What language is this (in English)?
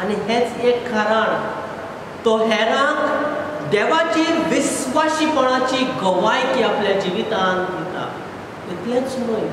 Konkani